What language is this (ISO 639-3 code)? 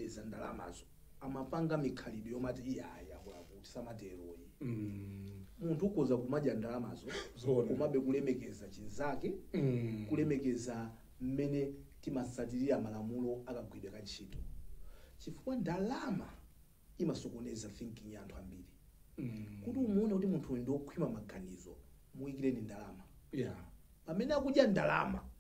nya